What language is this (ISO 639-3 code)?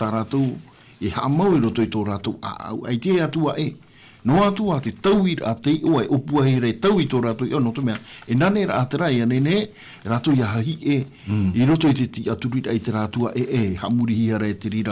tah